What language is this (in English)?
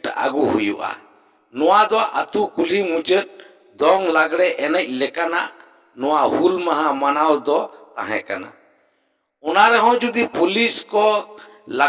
Santali